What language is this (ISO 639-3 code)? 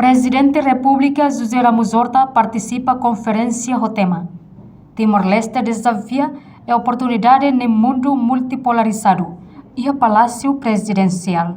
tet